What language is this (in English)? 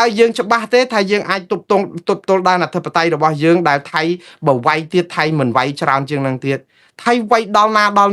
Khmer